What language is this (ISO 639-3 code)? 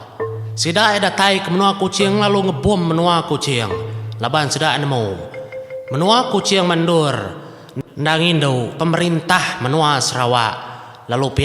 iba